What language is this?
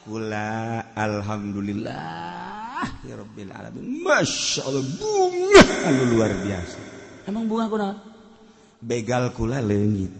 Sundanese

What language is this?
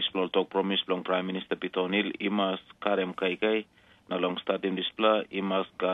Tok Pisin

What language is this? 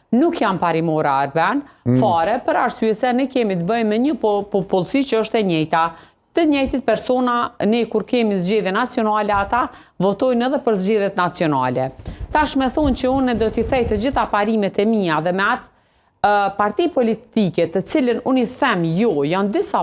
Albanian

